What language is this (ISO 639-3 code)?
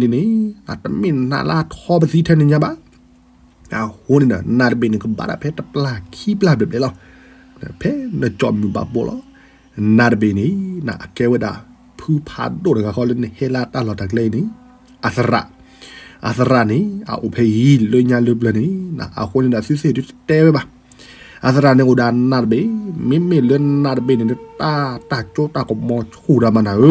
ksw